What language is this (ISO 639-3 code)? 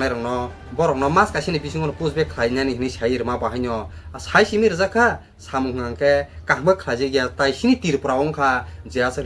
trp